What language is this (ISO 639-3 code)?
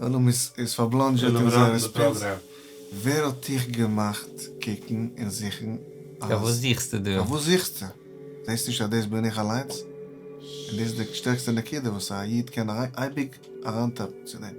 yid